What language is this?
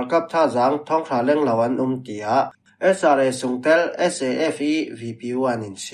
Falam Chin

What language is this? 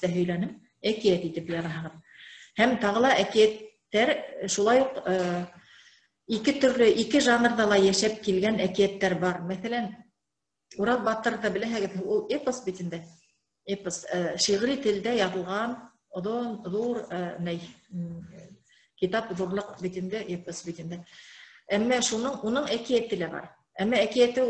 Bashkir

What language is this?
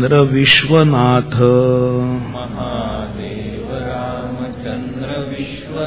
Marathi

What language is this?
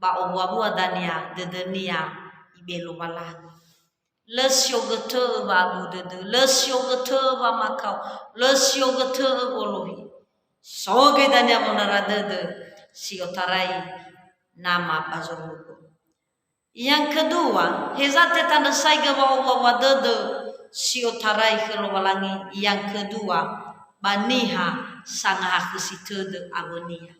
Nias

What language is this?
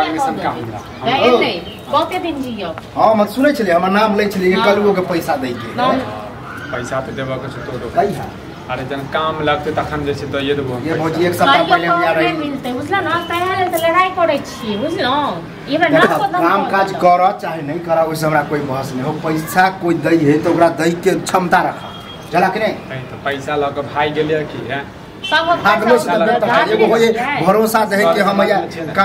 Maithili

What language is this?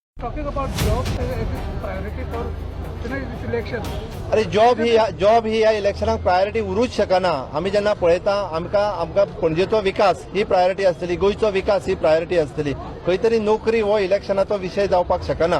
Konkani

